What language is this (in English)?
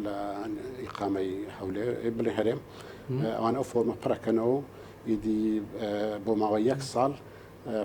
Central Kurdish